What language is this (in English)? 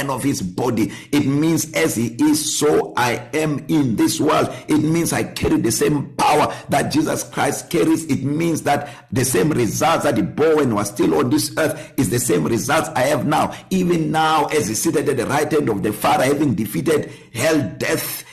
English